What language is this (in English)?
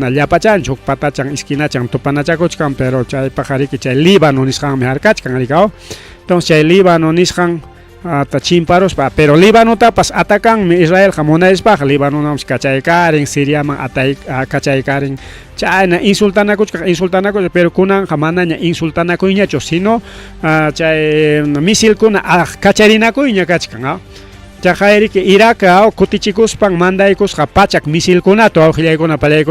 Ayacucho Quechua